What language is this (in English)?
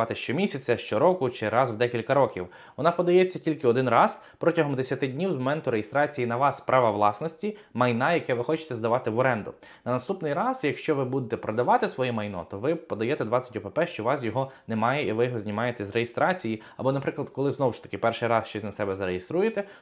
Ukrainian